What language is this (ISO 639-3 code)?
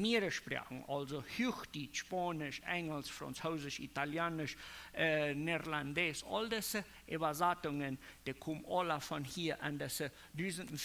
pdt